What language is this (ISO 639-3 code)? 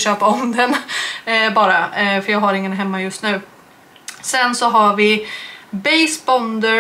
swe